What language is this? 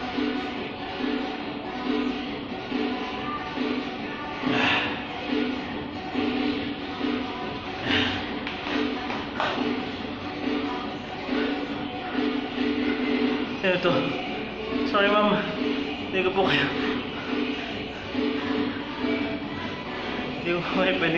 Filipino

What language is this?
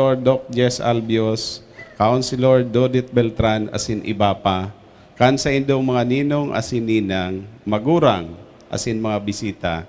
Bikol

